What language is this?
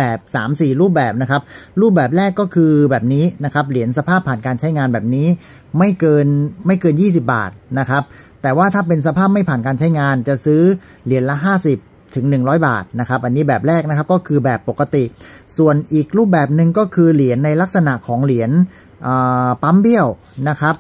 Thai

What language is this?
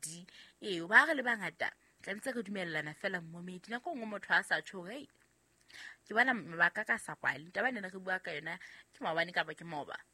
Southern Sotho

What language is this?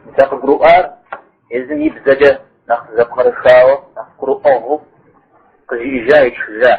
Kabardian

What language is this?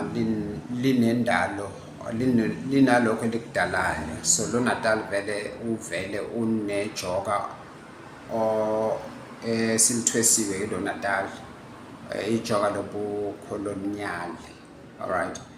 Zulu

